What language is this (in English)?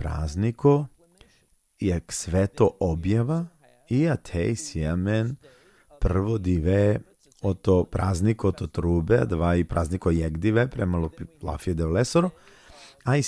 Balkan Romani